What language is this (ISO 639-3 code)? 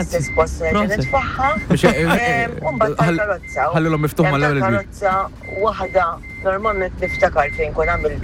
mlt